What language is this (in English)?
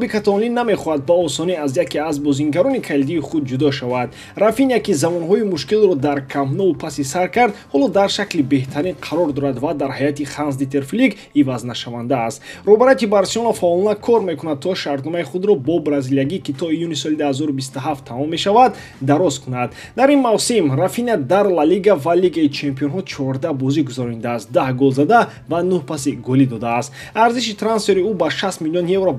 Tajik